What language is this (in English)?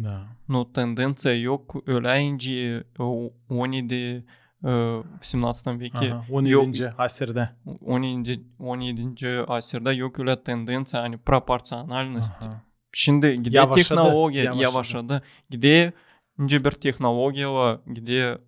Gagauz